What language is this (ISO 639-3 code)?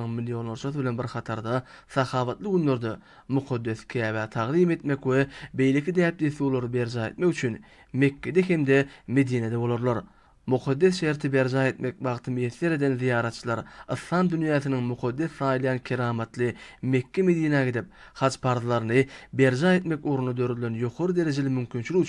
tuk